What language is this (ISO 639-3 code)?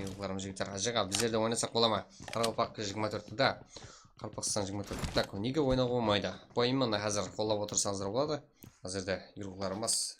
kaa